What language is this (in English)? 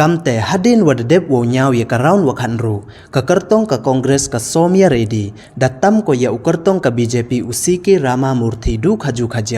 Pnar